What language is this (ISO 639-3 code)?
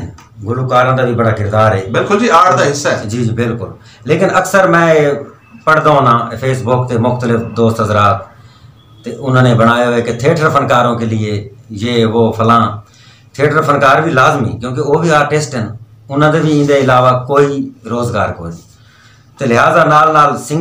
skr